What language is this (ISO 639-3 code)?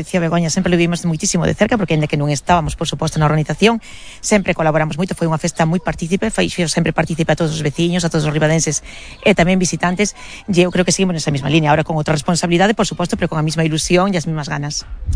glg